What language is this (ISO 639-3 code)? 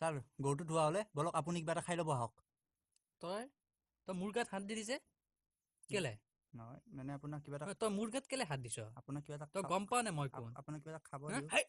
asm